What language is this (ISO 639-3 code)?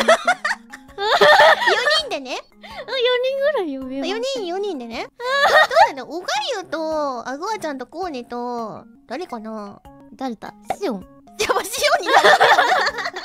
jpn